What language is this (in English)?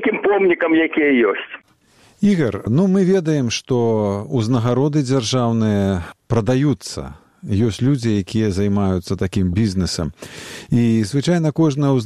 Belarusian